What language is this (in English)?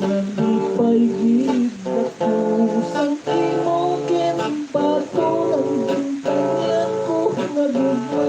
Hiligaynon